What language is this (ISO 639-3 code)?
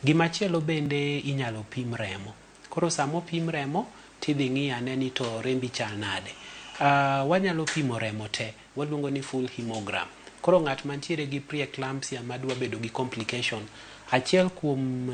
luo